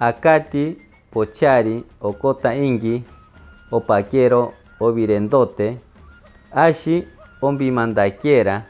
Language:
Machiguenga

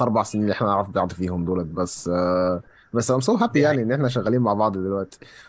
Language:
Egyptian Arabic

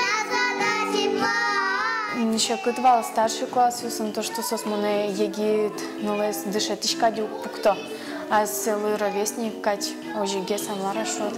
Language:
Udmurt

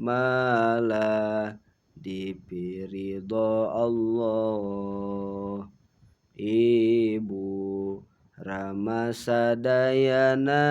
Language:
Sundanese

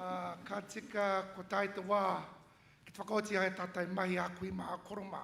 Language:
Māori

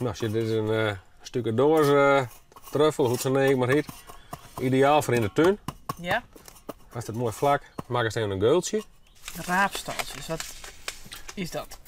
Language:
Western Frisian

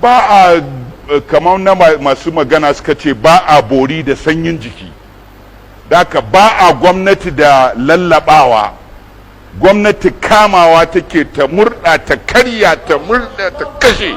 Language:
Hausa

